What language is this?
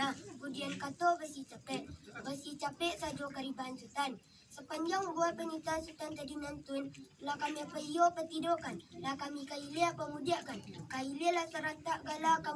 Minangkabau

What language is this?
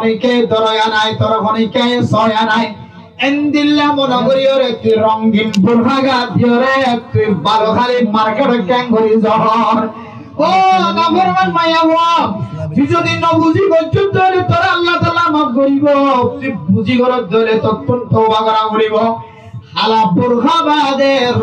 Rohingya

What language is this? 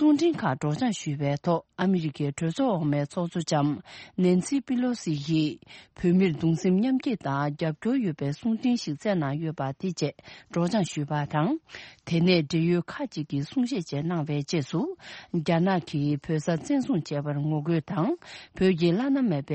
Tibetan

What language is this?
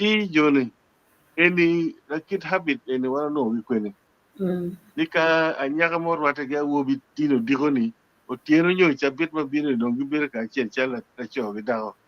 Acoli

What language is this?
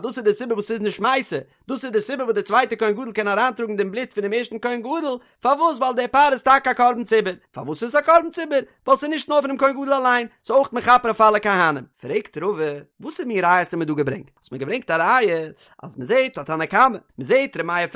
Yiddish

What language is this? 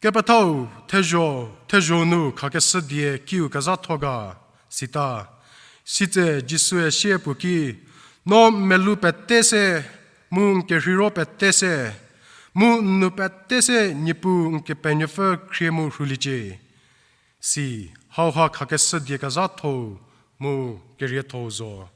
Angami Naga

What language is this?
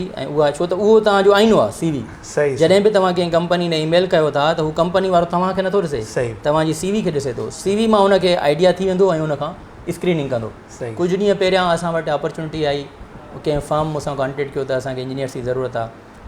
Sindhi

